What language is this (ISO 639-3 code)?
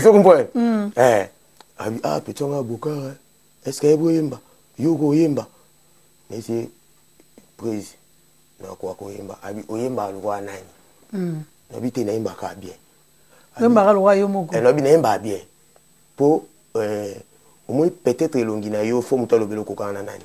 lin